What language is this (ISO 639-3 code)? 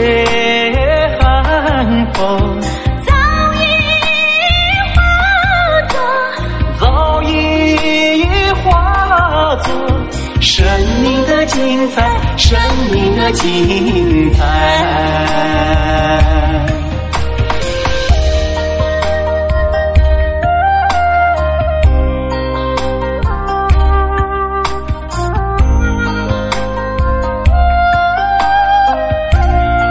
zho